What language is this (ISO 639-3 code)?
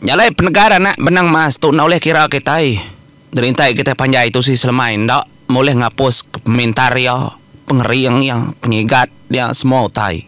iba